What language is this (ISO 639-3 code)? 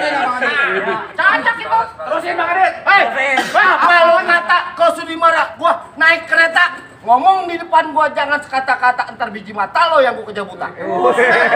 bew